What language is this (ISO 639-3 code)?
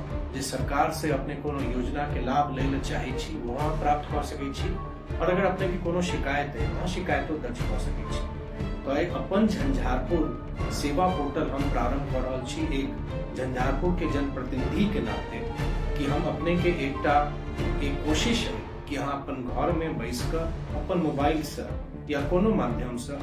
mai